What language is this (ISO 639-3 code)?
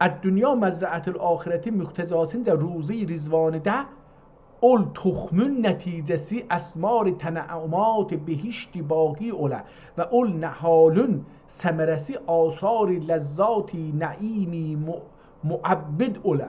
azb